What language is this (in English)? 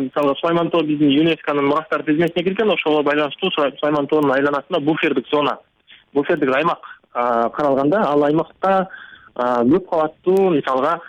Kyrgyz